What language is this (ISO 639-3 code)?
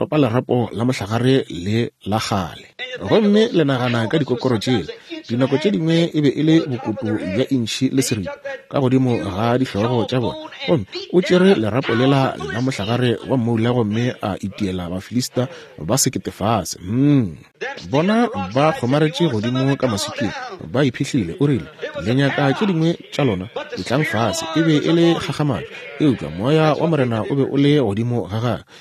nso